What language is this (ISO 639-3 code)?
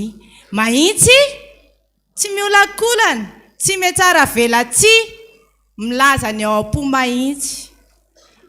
mlg